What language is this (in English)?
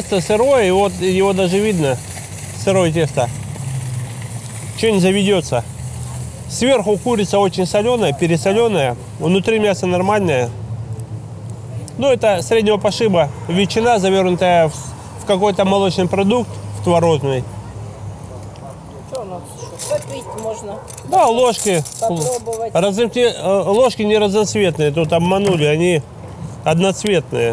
Russian